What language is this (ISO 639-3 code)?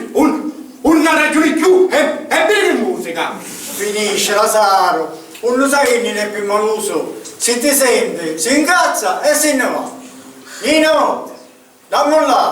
scn